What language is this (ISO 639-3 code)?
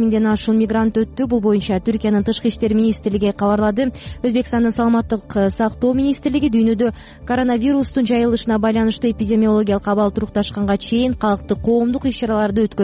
kir